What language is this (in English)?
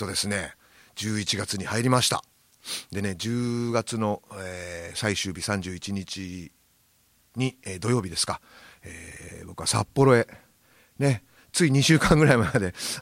Japanese